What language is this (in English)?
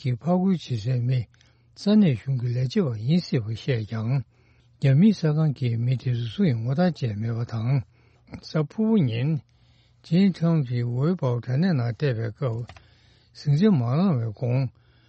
Tibetan